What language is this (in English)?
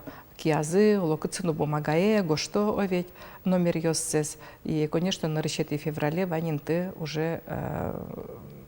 Udmurt